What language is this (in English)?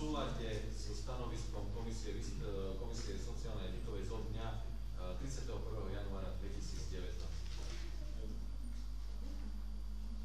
Slovak